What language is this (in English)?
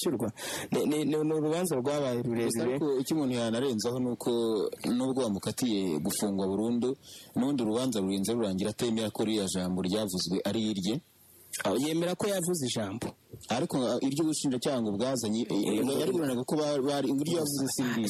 Kinyarwanda